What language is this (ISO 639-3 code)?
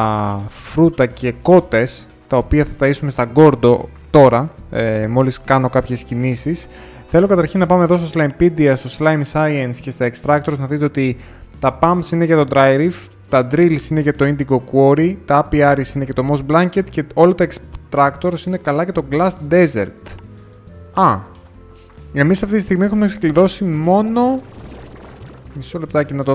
ell